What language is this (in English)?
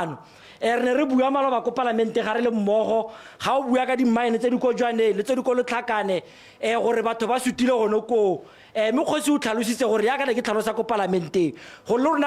Tswana